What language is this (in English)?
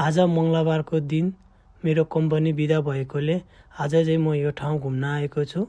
Nepali